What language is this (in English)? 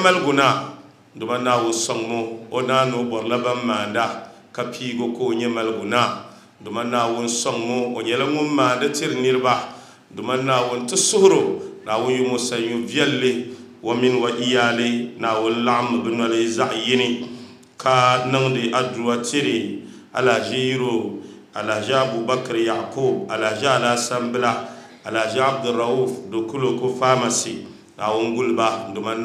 Dagbani